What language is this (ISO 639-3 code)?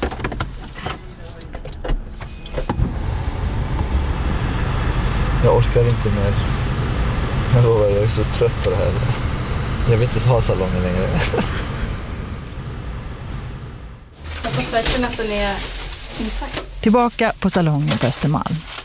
swe